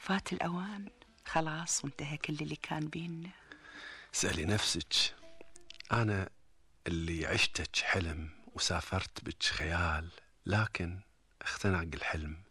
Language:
Gulf Arabic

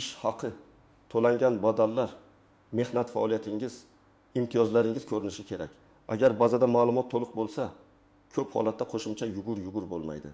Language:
Uzbek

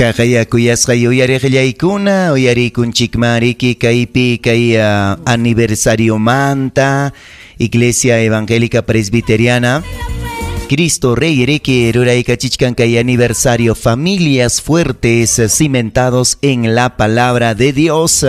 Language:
Ayacucho Quechua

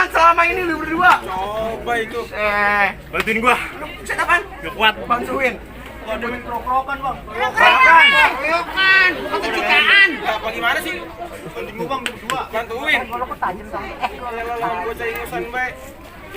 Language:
Betawi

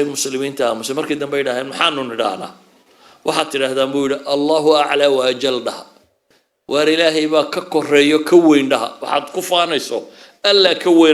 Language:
Somali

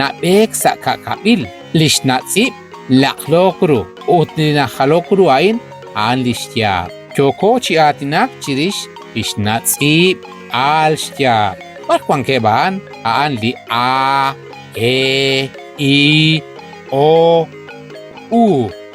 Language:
Kekchí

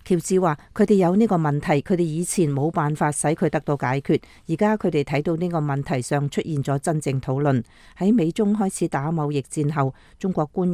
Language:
Cantonese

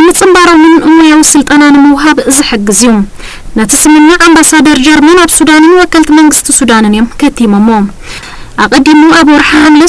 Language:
Tigrinya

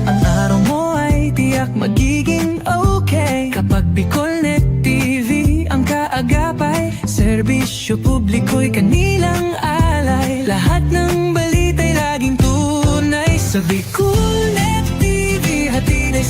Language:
Bikol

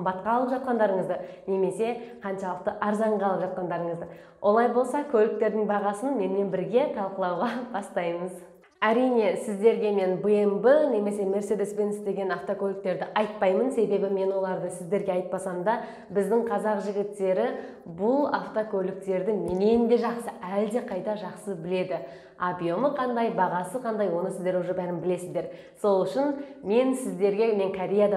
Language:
Kazakh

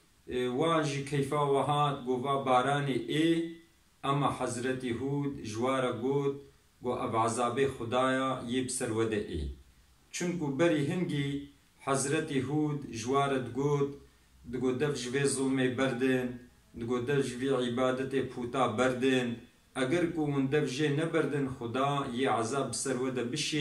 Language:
Kurdish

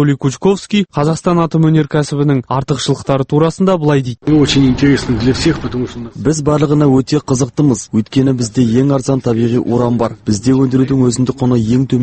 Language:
Kazakh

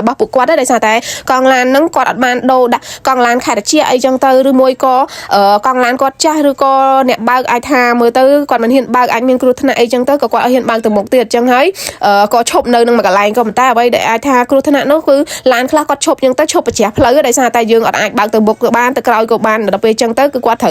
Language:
Khmer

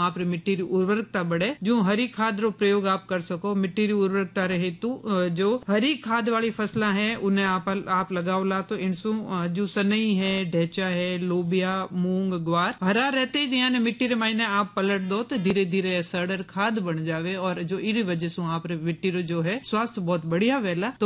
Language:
Hindi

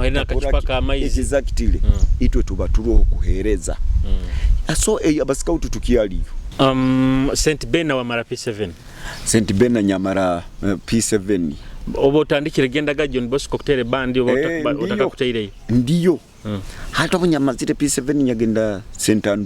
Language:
Nyoro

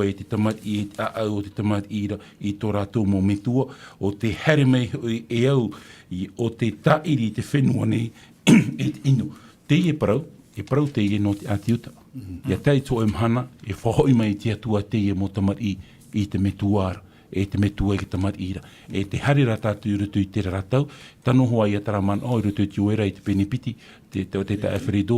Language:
Tahitian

